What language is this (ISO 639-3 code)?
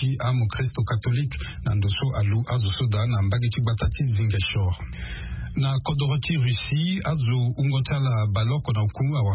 sag